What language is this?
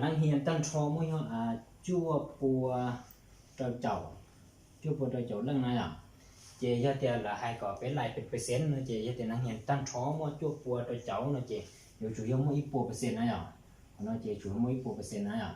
Hmong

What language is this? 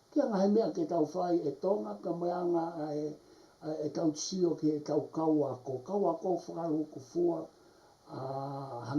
Tongan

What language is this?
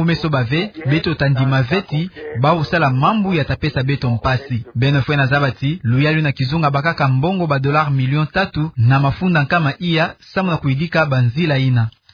Kituba (Democratic Republic of Congo)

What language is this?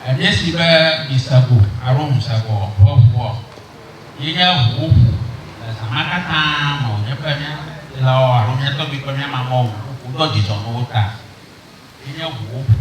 Ewe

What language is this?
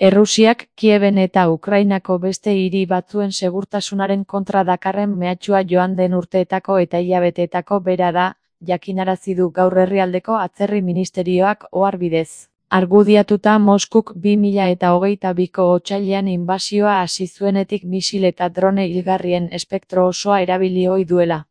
Basque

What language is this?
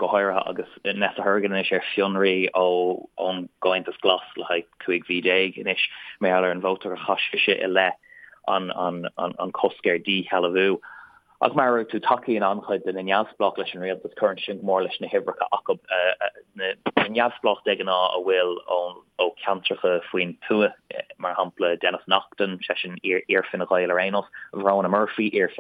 Irish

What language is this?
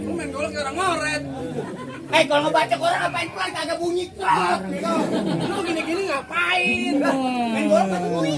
Betawi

